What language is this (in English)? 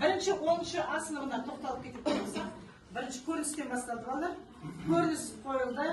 Kazakh